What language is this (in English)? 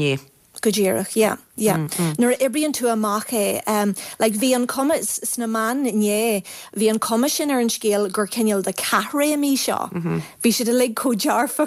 Irish